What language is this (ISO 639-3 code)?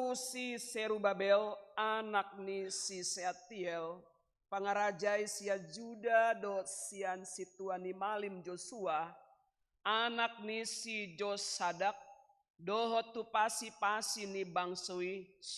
bbc